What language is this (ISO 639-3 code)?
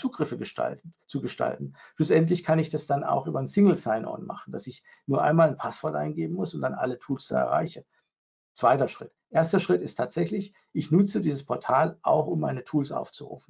deu